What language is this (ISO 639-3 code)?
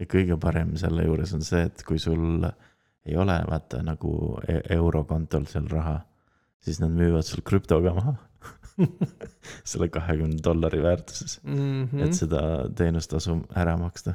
est